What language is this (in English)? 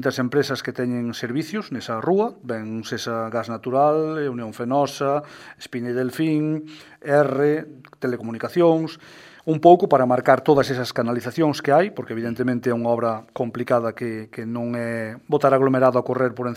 Galician